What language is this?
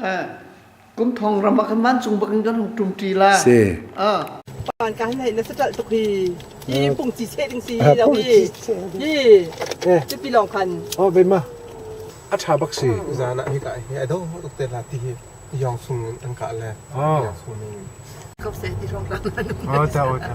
Hakha Chin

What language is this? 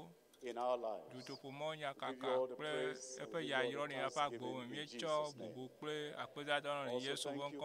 Ewe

